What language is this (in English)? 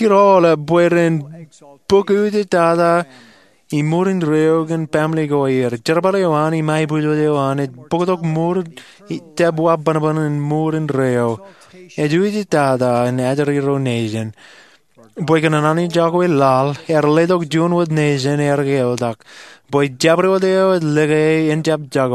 Marshallese